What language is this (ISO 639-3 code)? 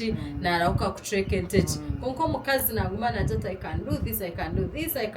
nyn